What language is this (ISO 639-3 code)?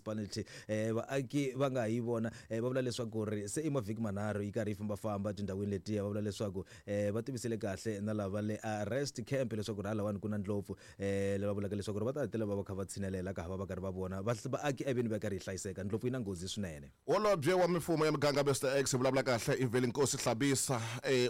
tso